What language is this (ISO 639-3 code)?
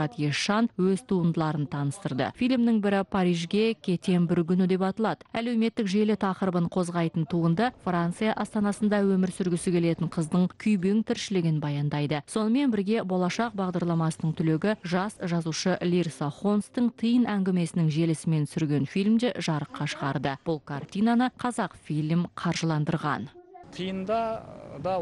kaz